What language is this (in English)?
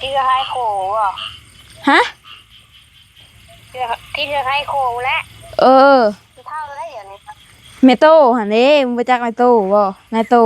Northeastern Thai